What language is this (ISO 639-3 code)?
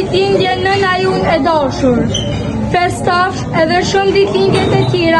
sqi